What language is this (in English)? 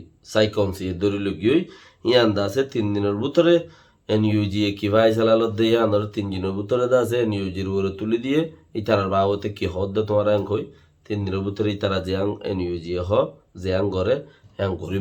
Rohingya